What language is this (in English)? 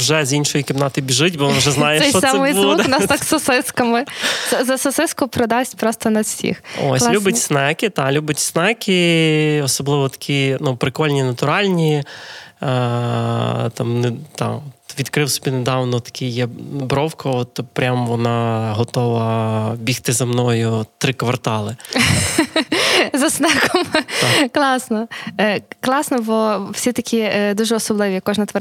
Ukrainian